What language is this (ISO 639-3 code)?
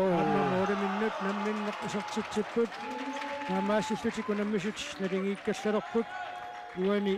kal